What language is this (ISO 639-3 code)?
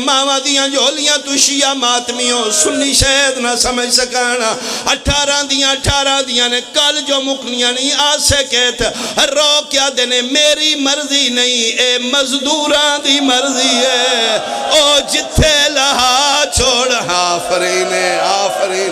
phr